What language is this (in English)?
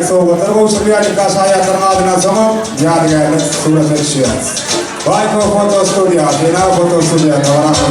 Turkmen